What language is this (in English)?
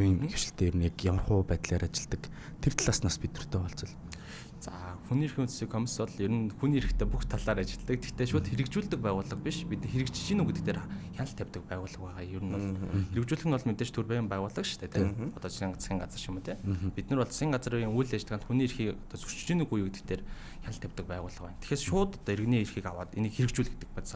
Mongolian